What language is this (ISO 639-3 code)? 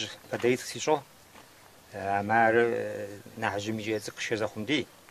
kbd